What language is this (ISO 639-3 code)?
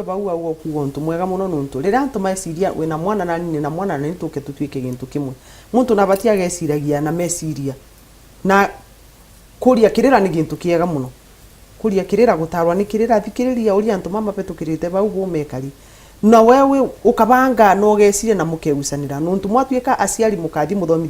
mer